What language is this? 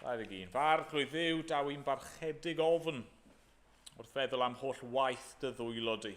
Welsh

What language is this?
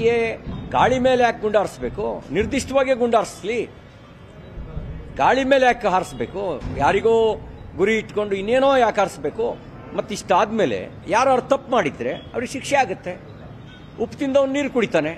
Kannada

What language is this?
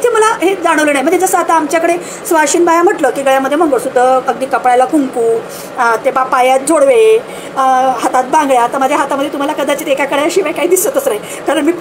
Marathi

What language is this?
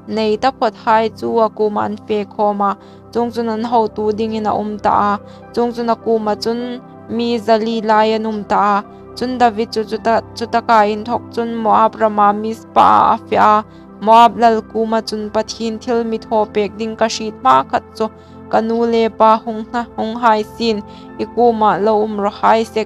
Hmar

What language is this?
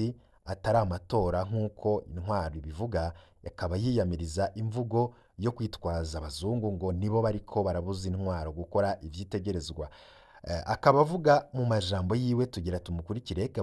Rundi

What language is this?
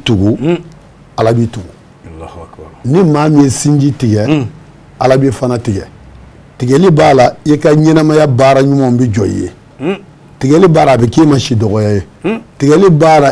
Bambara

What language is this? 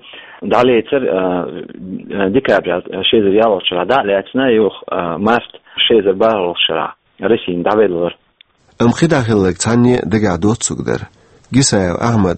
Chechen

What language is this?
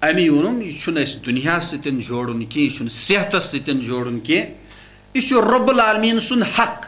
Kashmiri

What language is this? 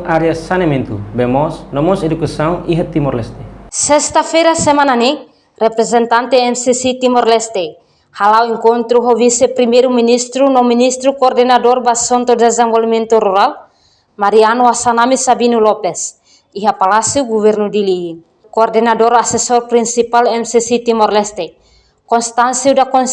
Tetum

